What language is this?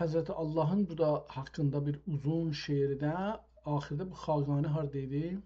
South Azerbaijani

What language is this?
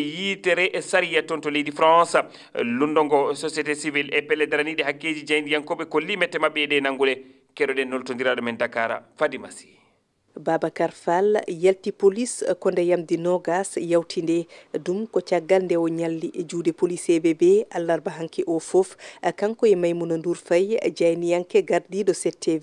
Fula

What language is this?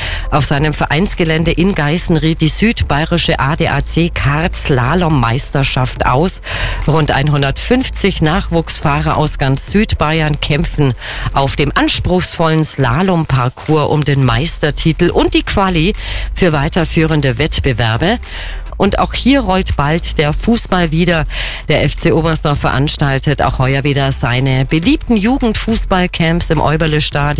German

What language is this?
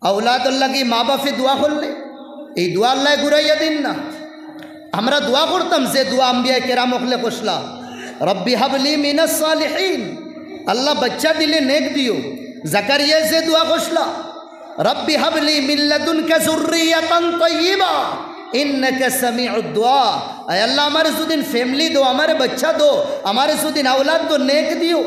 Sylheti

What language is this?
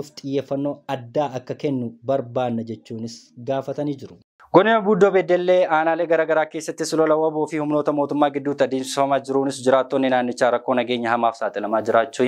Oromo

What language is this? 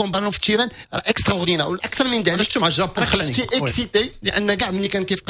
Moroccan Arabic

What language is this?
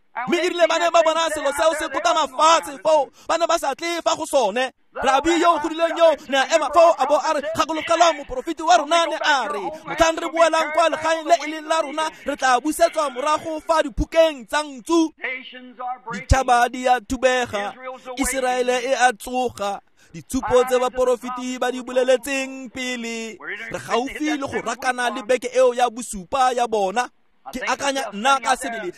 Tswana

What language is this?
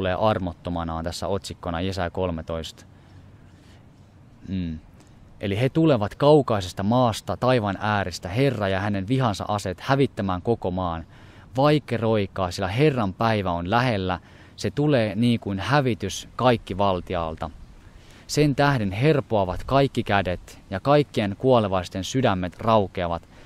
Finnish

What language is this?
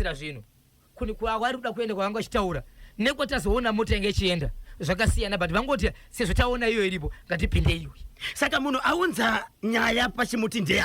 Shona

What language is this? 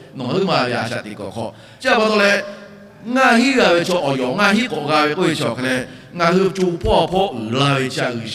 Lahu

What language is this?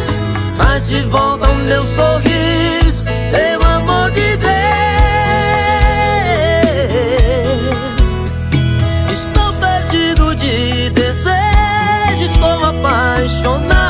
Portuguese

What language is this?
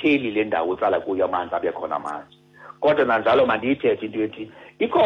Xhosa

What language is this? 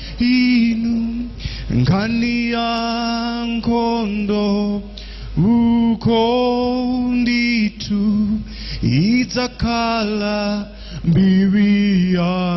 Nyanja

